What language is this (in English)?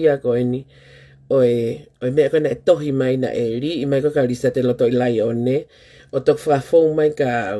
Tongan